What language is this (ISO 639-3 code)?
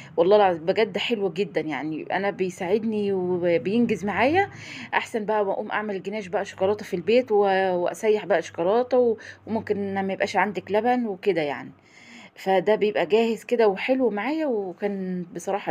arz